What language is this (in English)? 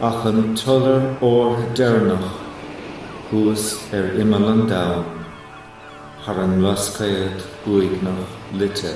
Irish